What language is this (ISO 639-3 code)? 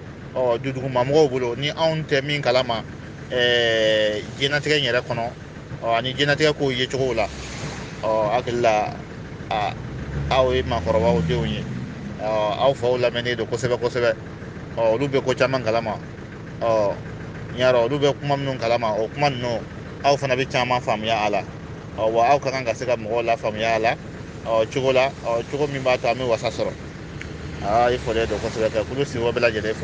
bam